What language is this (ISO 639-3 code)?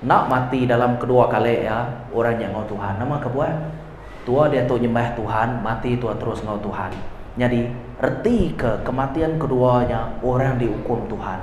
iba